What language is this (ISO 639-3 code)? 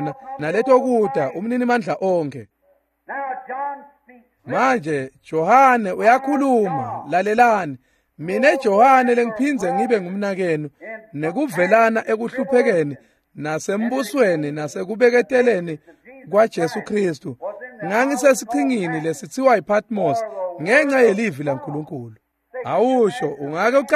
ssw